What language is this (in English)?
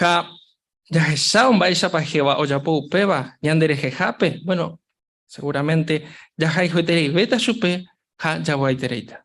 Guarani